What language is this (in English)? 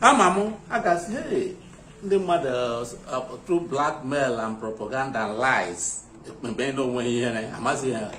Igbo